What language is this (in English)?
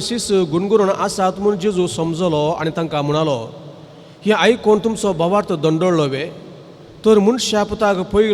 Konkani